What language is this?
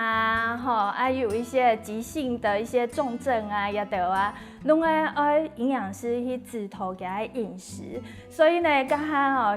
Hakka Chinese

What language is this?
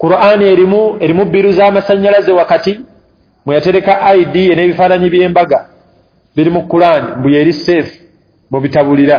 Ganda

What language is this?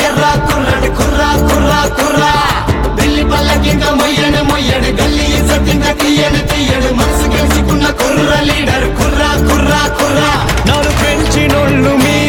Telugu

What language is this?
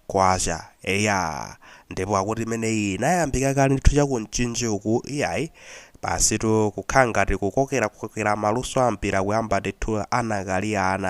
Nyanja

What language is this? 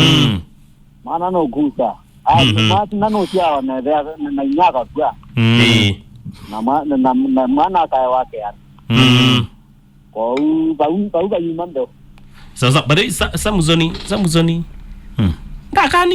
Kamba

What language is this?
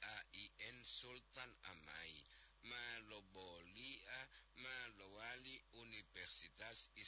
Gorontalo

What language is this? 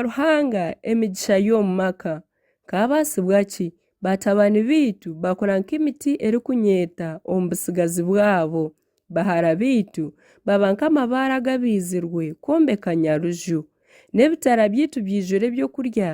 Nyankole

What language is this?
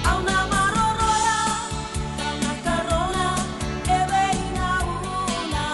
Fijian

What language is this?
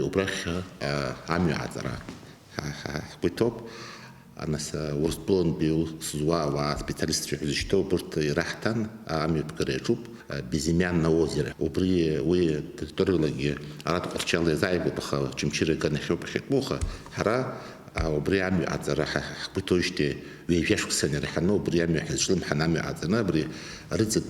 Abkhazian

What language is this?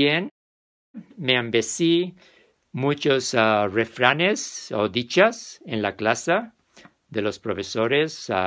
Ladino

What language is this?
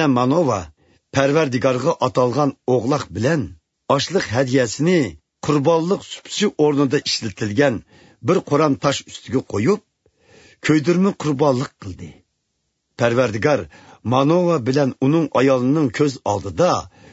Uyghur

